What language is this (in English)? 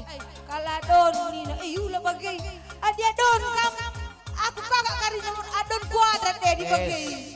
Batak Karo